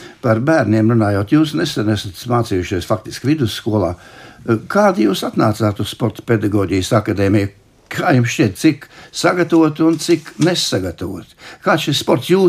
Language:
Latvian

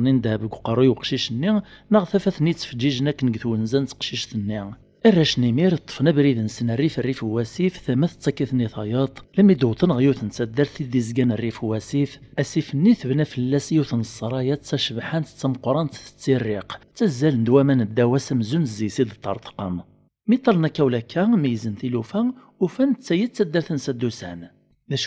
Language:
Kabyle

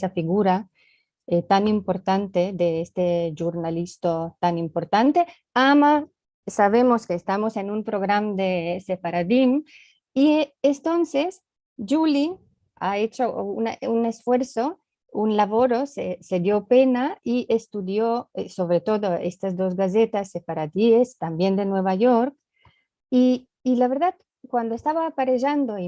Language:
Ladino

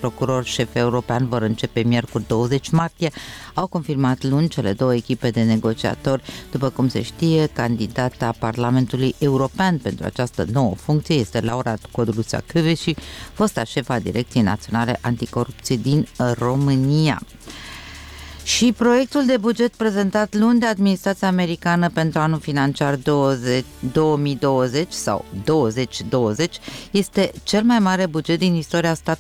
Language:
Romanian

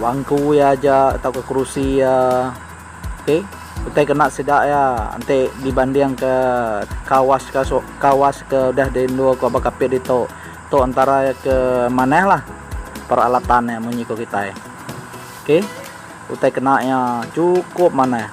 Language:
Iban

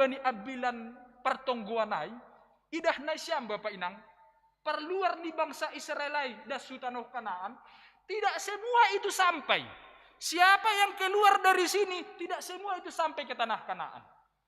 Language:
Batak Simalungun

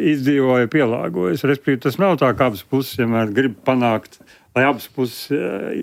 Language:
Latvian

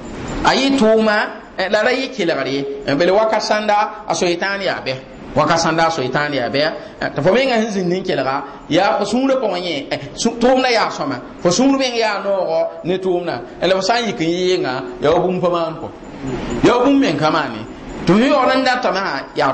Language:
Mossi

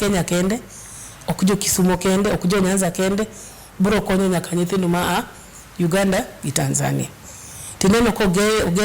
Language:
Luo (Kenya and Tanzania)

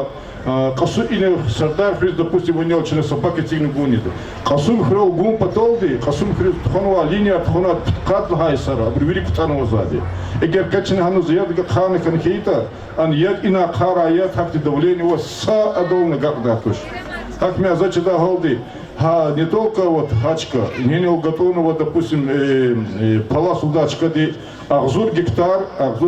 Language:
Lezghian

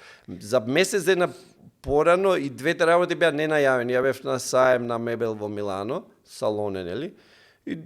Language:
Macedonian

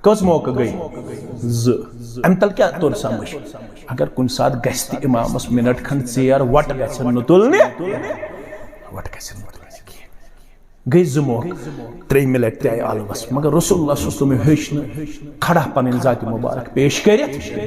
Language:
Kashmiri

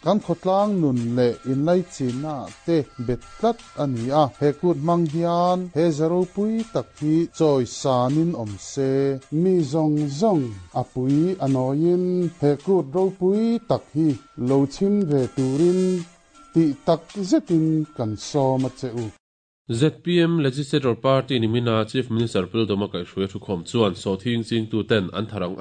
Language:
Mizo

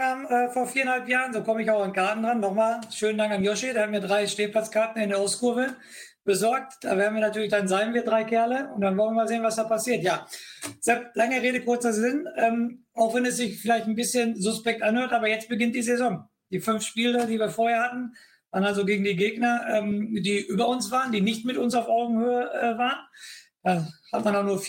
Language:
German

